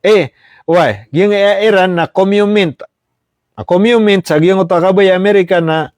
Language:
Maranao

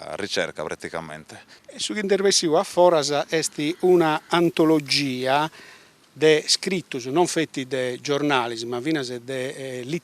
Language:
Sardinian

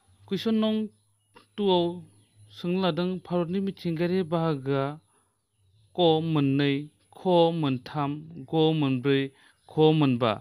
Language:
Bodo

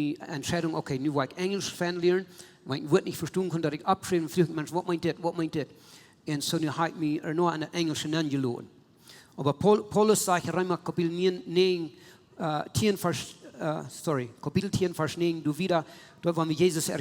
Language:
Plautdietsch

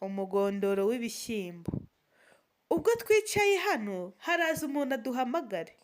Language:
Kinyarwanda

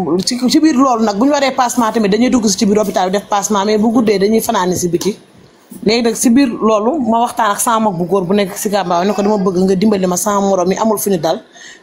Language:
Wolof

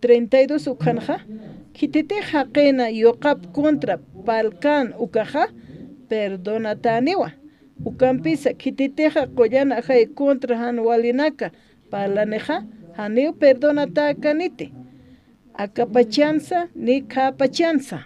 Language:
Aymara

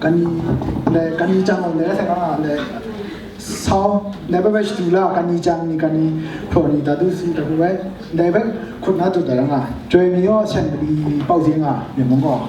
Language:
Kachin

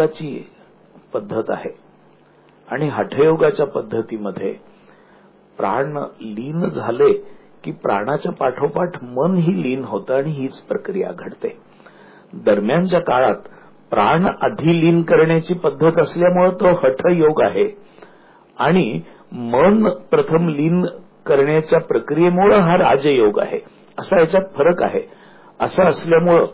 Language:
Marathi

